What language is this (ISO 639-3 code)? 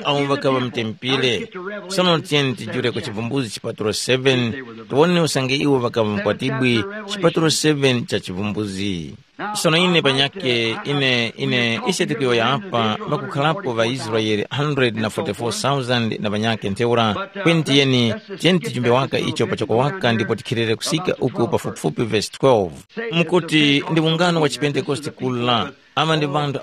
tum